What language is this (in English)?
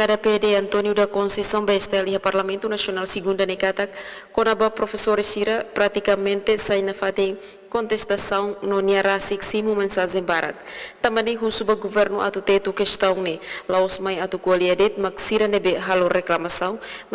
Tetum